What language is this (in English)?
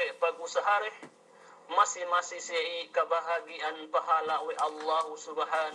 Yakan